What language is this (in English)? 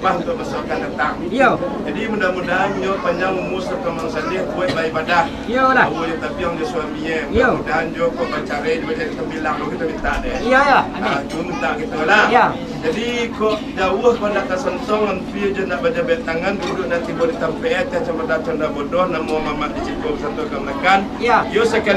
Minangkabau